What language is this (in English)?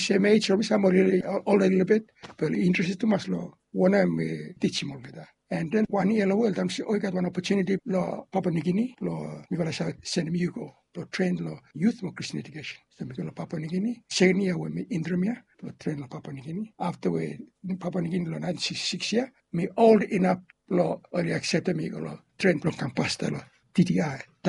Bislama